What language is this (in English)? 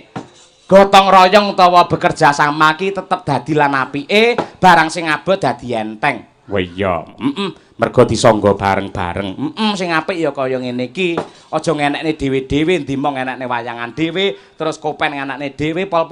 Javanese